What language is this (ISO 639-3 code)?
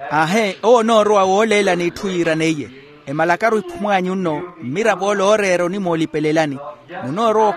vmw